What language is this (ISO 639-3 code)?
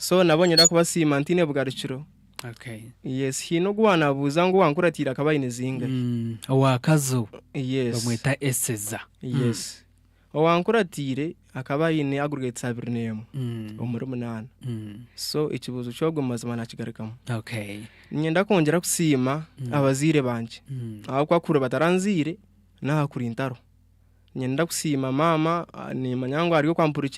nyn